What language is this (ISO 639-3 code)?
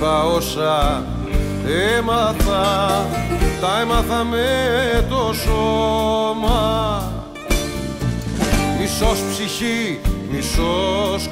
ell